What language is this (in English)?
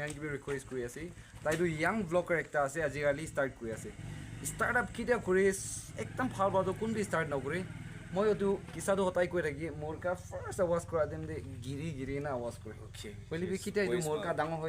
Naga Pidgin